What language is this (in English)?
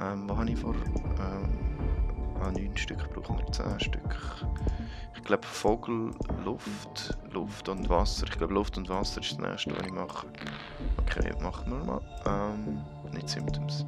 Swiss German